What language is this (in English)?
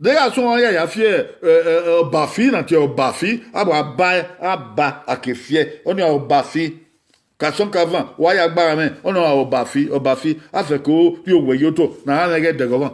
Bini